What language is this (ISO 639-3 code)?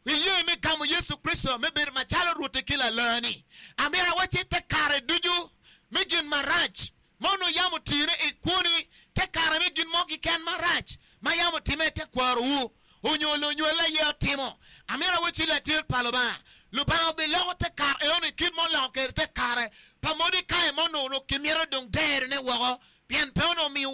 ach